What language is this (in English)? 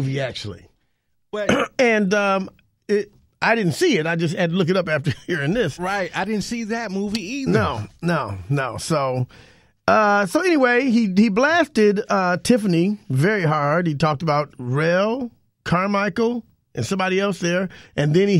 English